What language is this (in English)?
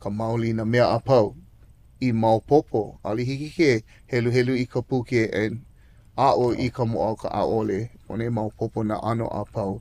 Hawaiian